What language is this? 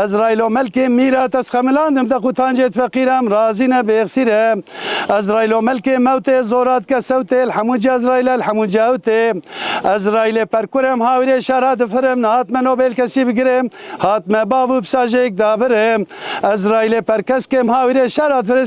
Kurdish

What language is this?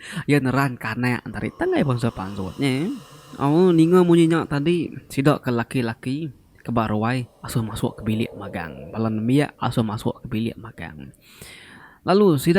Iban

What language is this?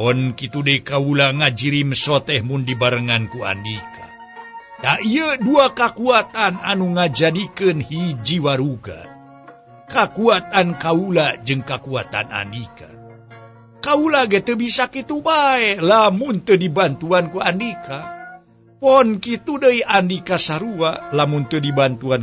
Sundanese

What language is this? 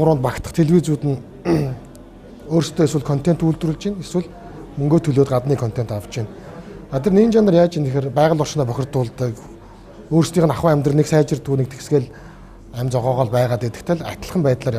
Mongolian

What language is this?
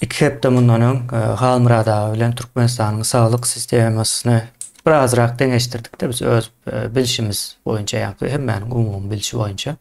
Turkmen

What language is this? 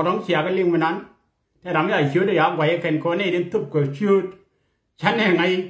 Nuer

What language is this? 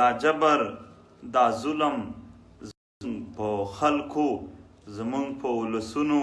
Pashto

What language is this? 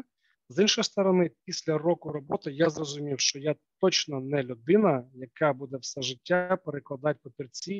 Ukrainian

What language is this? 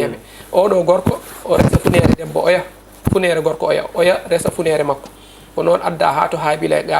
Fula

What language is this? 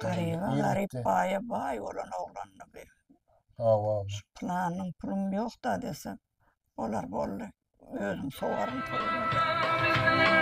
Turkmen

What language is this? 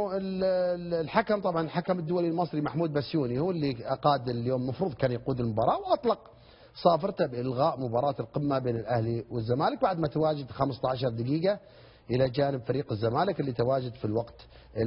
Egyptian Arabic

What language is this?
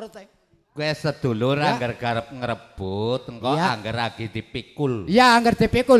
Javanese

